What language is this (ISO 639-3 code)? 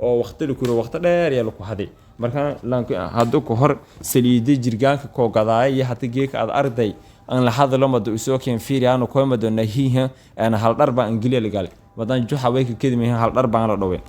som